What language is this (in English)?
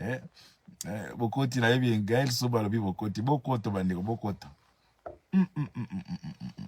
Lingala